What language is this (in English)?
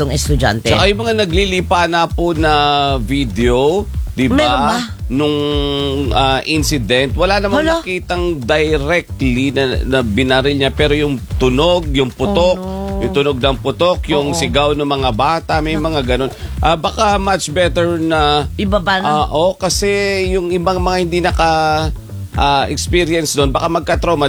Filipino